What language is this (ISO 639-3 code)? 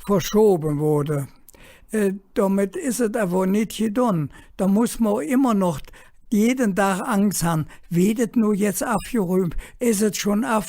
ksh